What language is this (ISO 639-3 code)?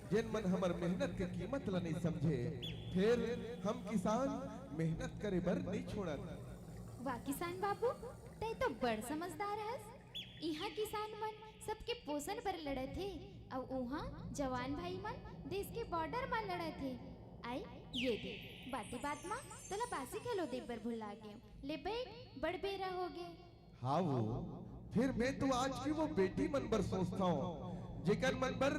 hne